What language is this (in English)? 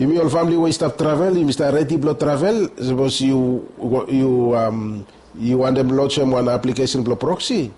Bislama